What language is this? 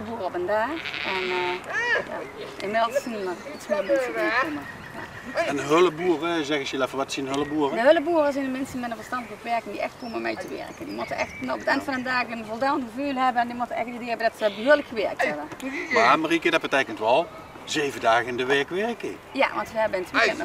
Limburgish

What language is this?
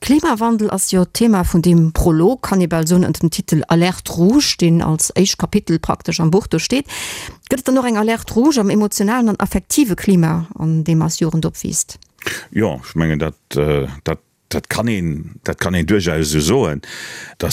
Luxembourgish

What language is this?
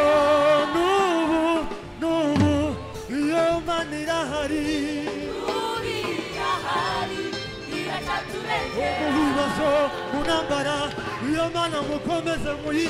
Kinyarwanda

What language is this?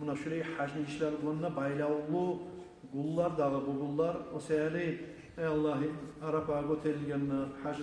Kumyk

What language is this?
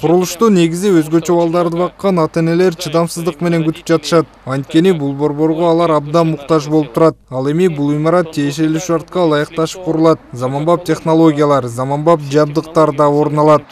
Kyrgyz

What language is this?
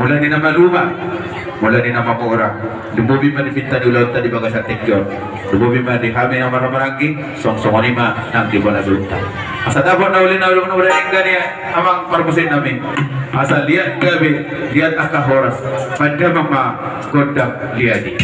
Batak Toba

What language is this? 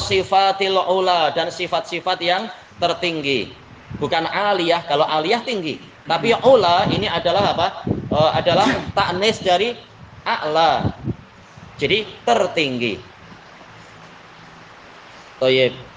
Indonesian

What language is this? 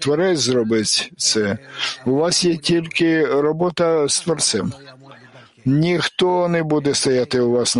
Ukrainian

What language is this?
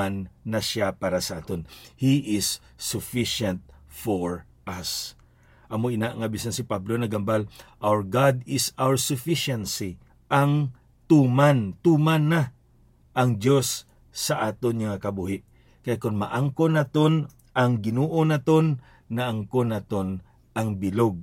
Hiligaynon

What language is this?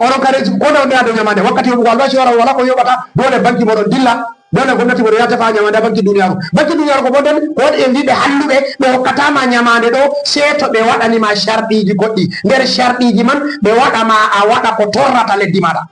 Fula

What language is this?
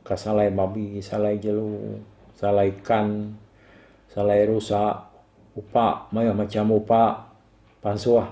Iban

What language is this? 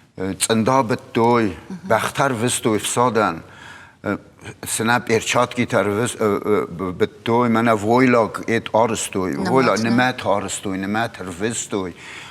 Ossetic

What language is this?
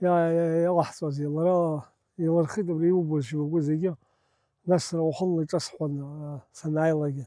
Abkhazian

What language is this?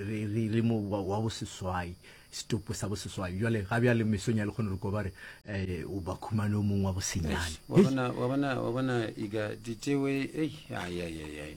Northern Sotho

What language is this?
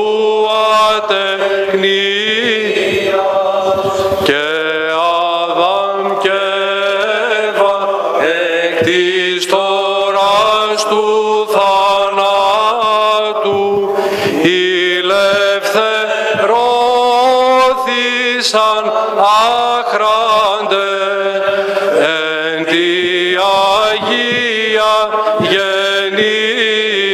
Greek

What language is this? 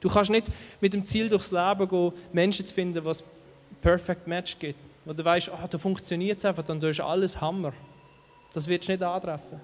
Swiss German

